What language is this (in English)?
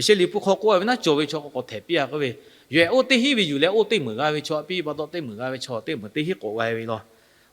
Lahu